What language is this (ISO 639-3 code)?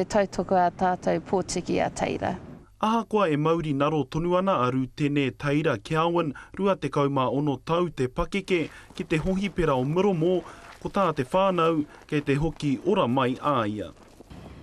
mri